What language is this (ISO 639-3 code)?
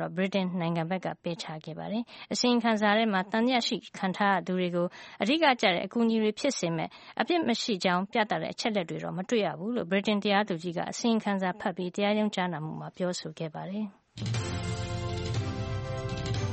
mya